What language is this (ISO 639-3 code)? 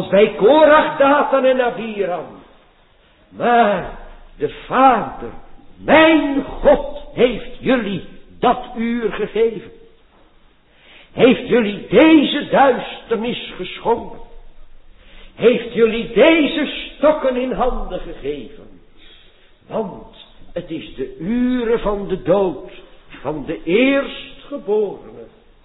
nld